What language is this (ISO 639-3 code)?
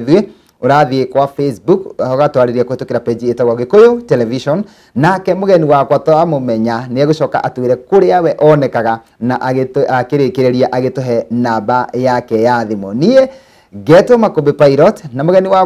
kik